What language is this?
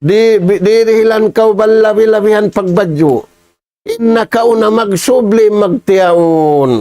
Tausug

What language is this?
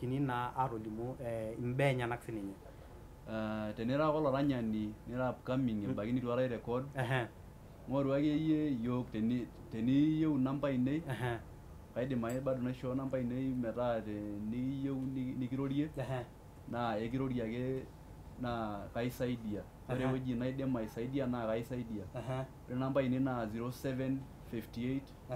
Masai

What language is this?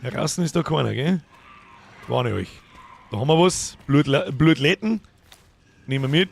Bavarian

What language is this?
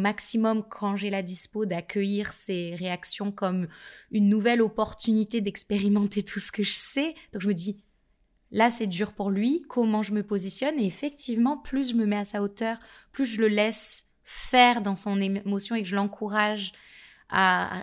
French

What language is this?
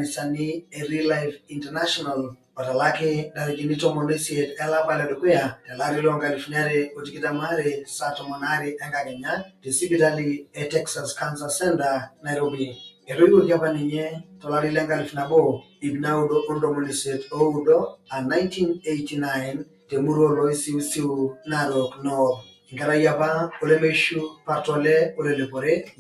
Masai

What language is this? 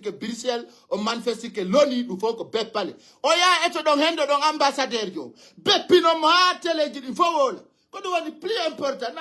Fula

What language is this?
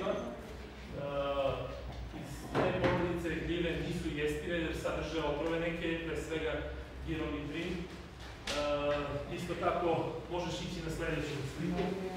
Serbian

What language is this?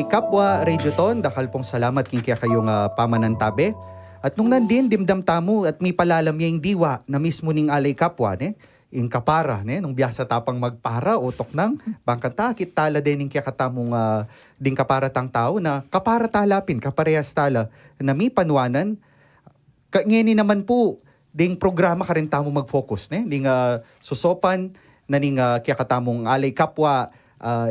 Pampanga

